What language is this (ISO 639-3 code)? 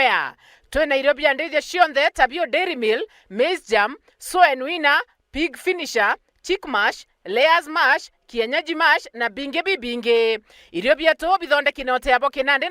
mer